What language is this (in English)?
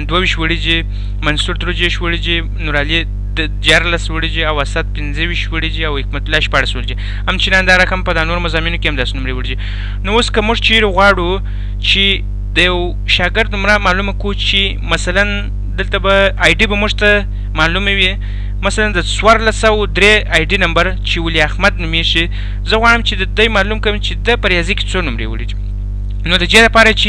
Pashto